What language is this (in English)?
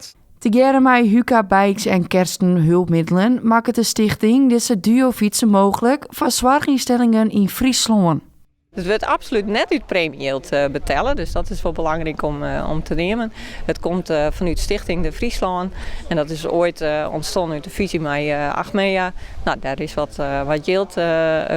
Western Frisian